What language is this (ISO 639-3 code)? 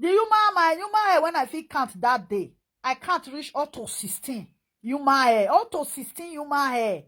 pcm